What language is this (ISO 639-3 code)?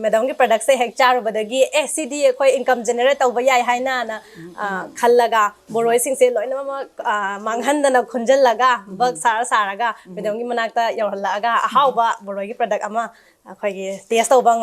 mni